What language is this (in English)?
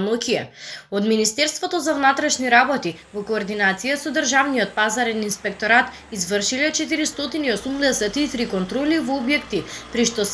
Macedonian